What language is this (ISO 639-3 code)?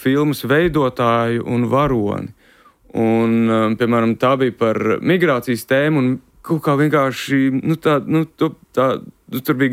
lav